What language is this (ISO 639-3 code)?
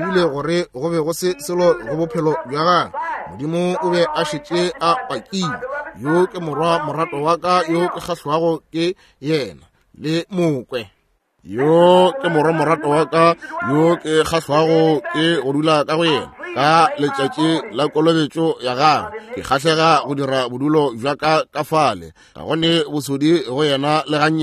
nso